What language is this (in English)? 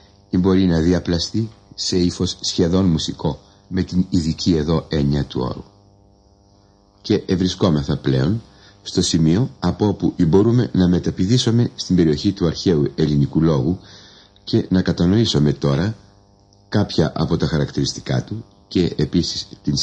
Greek